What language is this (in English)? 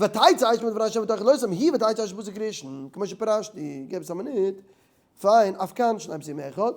Yiddish